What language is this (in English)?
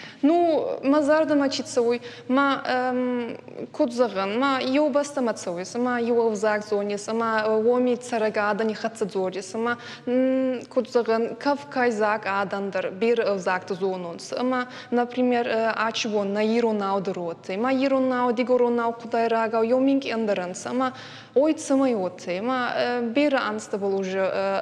Ossetic